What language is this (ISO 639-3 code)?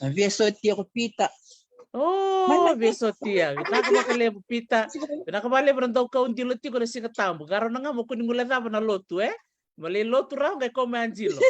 fij